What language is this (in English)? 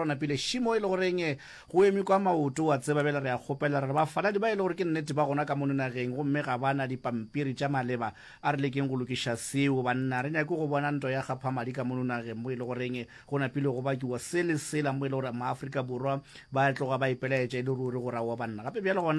Northern Sotho